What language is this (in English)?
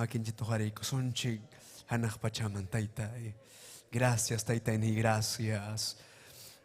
Ayacucho Quechua